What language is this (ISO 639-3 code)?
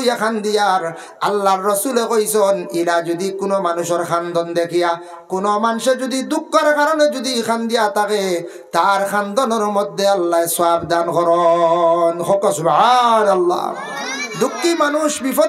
syl